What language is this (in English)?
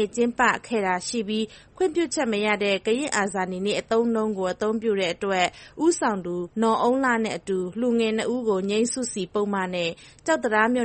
Burmese